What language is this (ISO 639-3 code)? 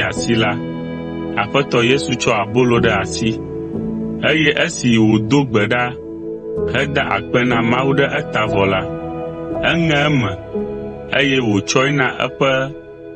ewe